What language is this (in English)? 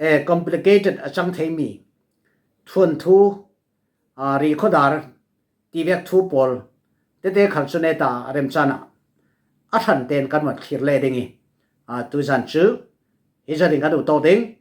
Falam Chin